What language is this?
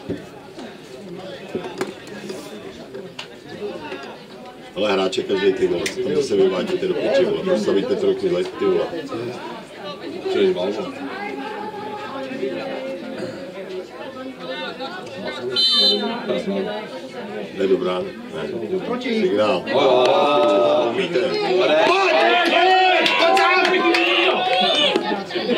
Czech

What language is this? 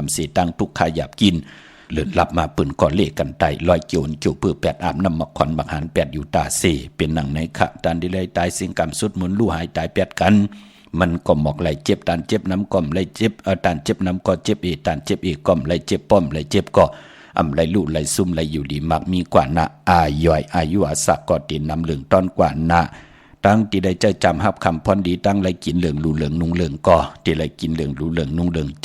Shan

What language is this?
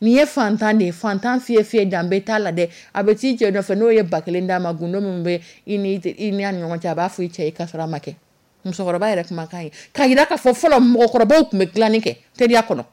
Dyula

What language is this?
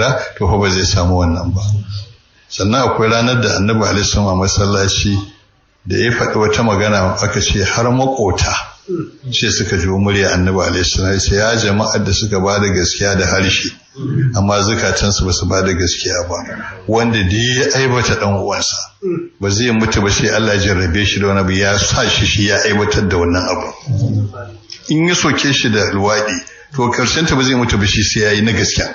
Hausa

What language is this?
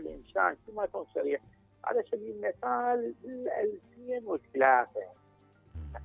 Mesopotamian Arabic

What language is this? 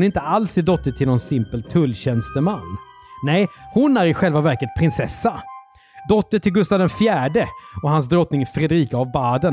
Swedish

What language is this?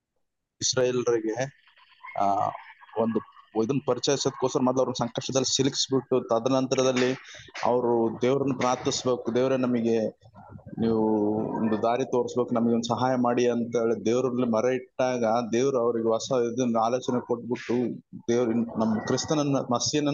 Kannada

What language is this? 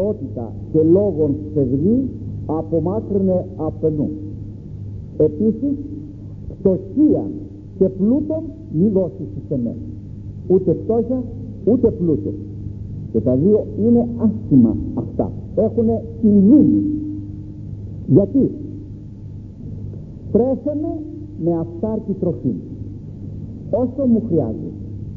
Greek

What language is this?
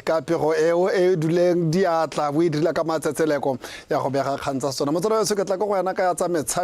Tswana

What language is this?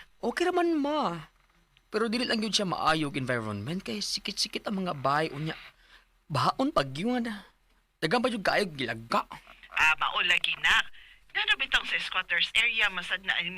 Cebuano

